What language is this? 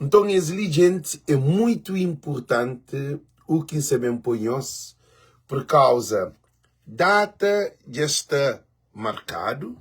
Kabuverdianu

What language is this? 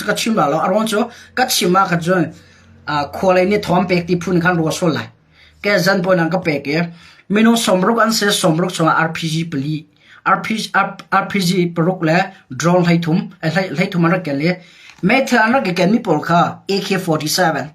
Hakha Chin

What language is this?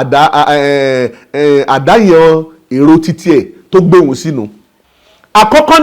Yoruba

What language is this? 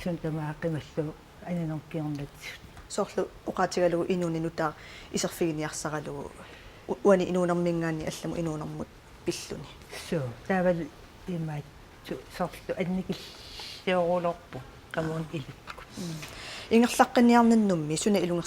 Kalaallisut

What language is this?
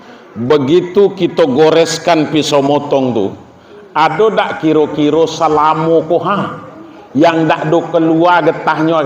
Minangkabau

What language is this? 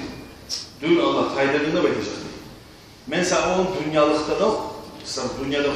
Kumyk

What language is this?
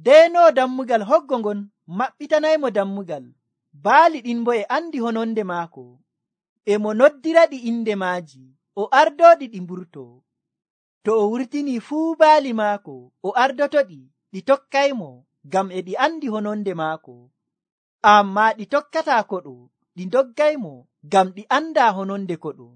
Nigerian Fulfulde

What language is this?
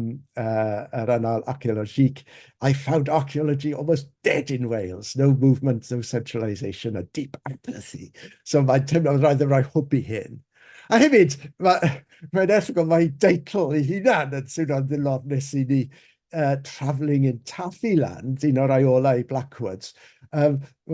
Welsh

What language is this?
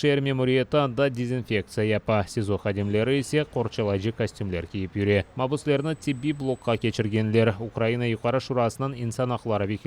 Crimean Tatar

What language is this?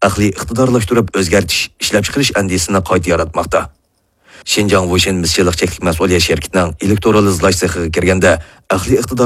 Uyghur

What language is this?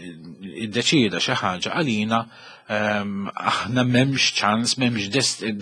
Maltese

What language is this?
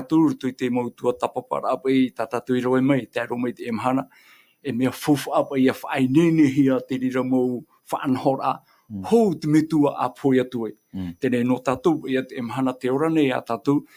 Tahitian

